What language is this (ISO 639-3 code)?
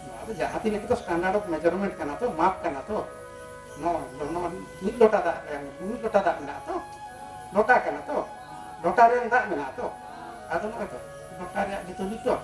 sat